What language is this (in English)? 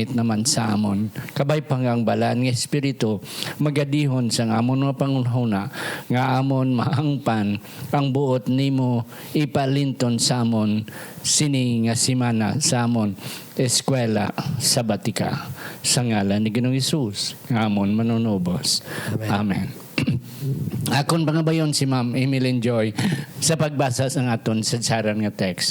Hiligaynon